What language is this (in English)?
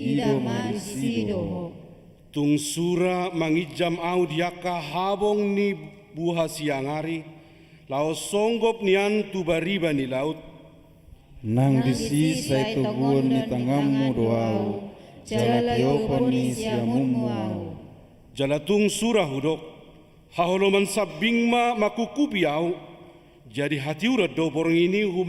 Batak Toba